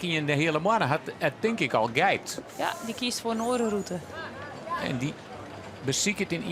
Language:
Western Frisian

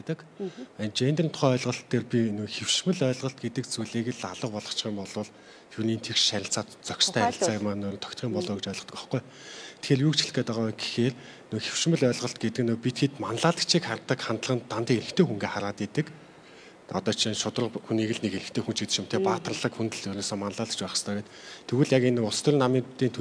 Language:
Mongolian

